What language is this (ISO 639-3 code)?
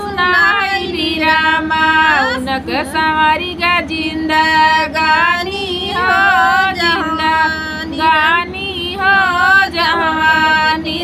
bho